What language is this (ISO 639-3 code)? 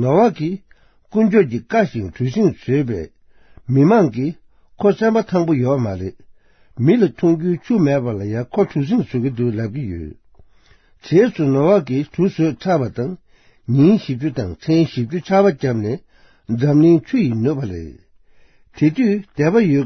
bod